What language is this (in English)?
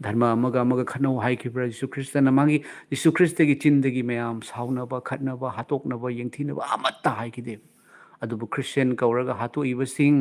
Manipuri